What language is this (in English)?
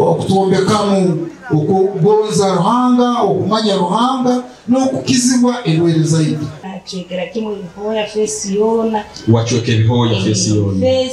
Nyankole